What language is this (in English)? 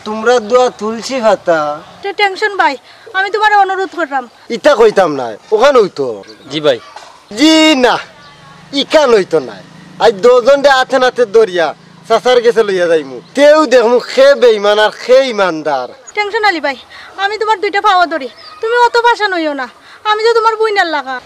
Sylheti